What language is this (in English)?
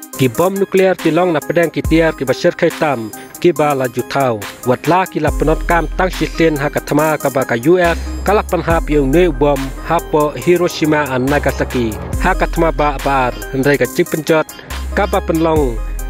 Khasi